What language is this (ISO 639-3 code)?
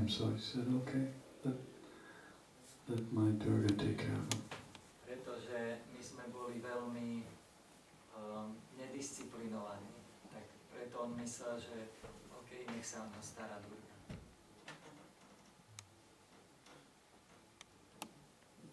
slk